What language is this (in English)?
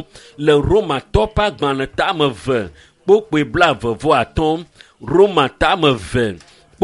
Ewe